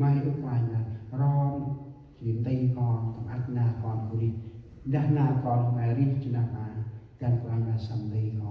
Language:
Central Mnong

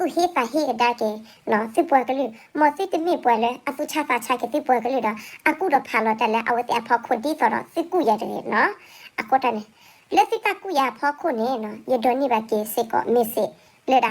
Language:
S'gaw Karen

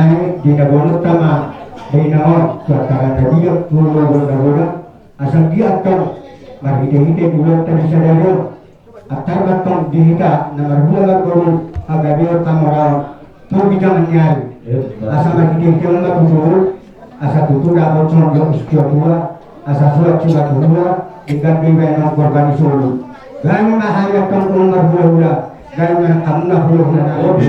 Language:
Batak Toba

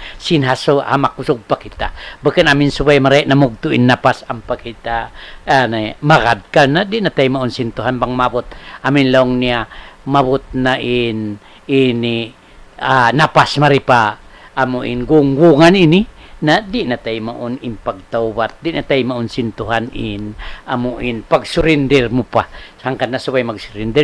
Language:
Tausug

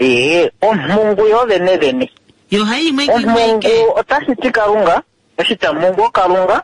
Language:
Kuanyama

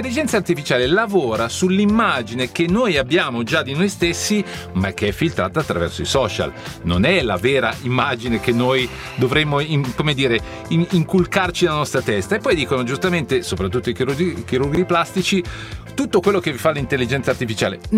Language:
Italian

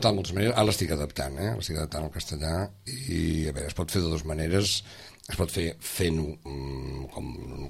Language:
Catalan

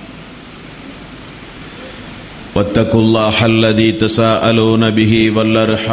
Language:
Tamil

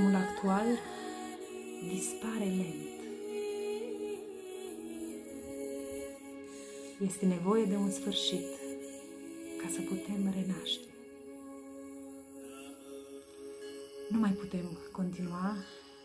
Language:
Romanian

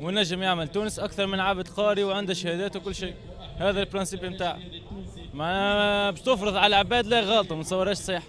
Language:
Tunisian Arabic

